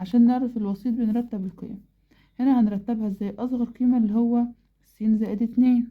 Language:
Egyptian Arabic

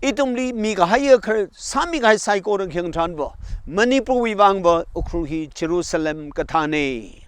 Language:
Tangkhul Naga (India)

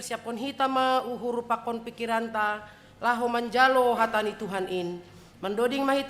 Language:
Batak Simalungun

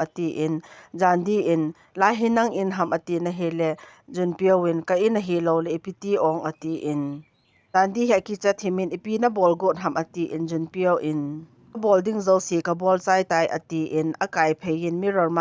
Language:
Thado Chin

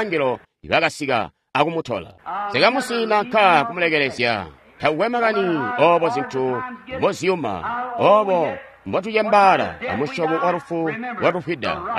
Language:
Tonga (Zambia)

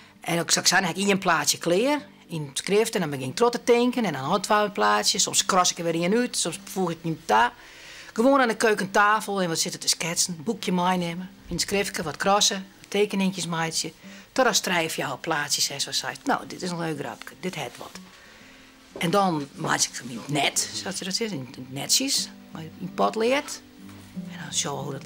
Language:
Western Frisian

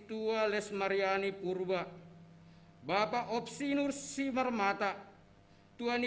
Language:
Batak Simalungun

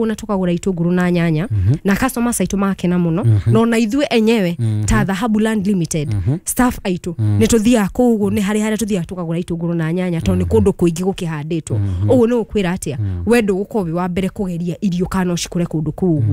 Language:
Kikuyu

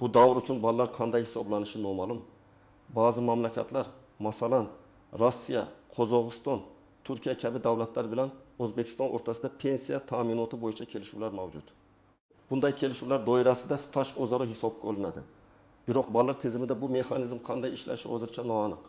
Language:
Uzbek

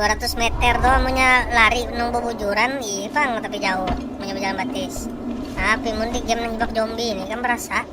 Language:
Banjar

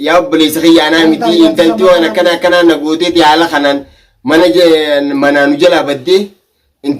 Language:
Oromo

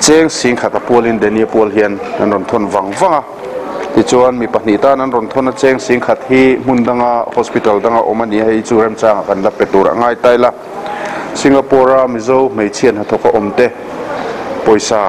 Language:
Mizo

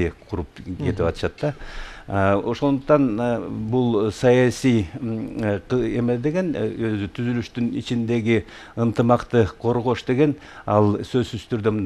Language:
Kyrgyz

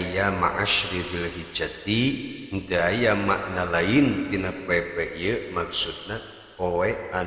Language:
Sundanese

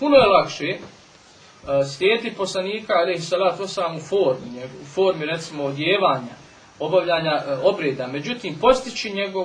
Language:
Bosnian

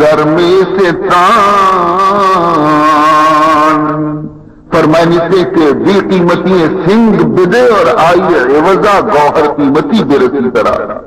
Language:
Baluchi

